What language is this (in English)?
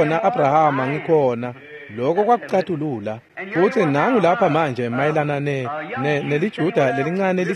Swati